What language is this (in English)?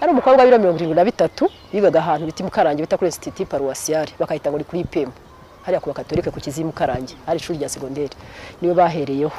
Kinyarwanda